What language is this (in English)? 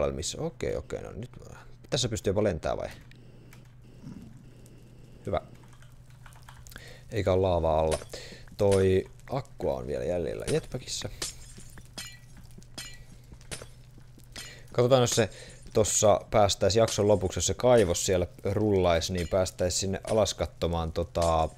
Finnish